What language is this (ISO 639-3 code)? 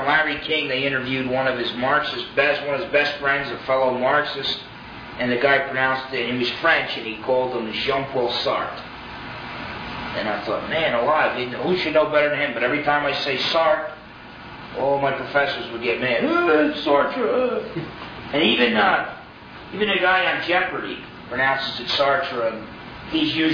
eng